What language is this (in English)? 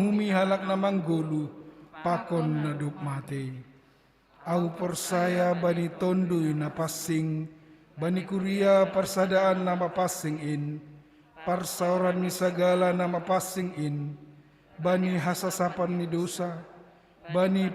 Batak Simalungun